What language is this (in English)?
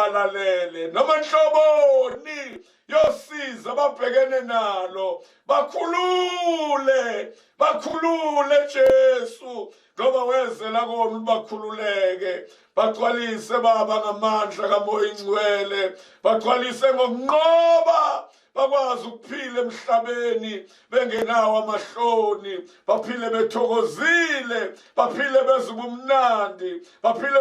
Zulu